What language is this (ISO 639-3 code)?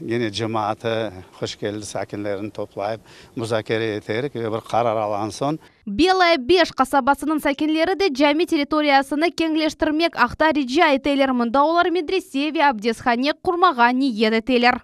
crh